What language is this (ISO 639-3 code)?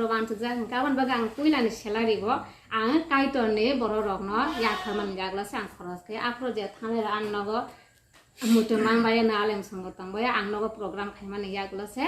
trp